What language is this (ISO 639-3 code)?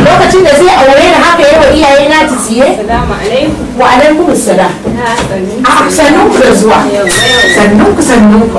hau